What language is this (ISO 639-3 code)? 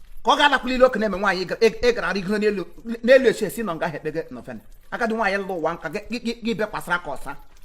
ibo